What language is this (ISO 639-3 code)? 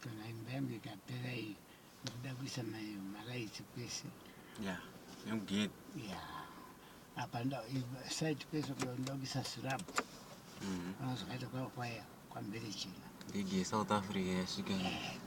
sna